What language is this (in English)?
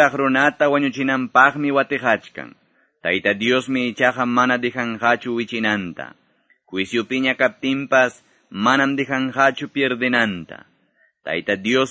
Quechua